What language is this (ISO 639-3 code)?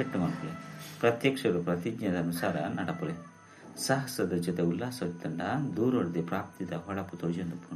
tcy